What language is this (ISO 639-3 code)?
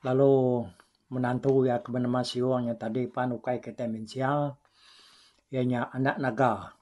iba